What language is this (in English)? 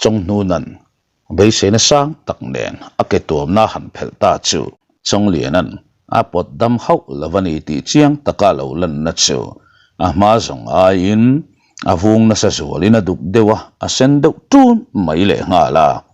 Mizo